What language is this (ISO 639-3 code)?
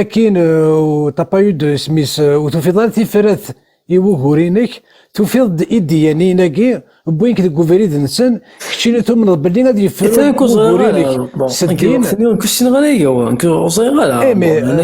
kab